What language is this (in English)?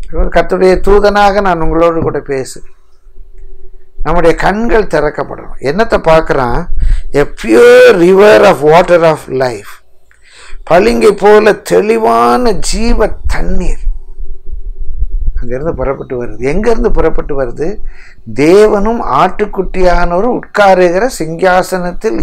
Tamil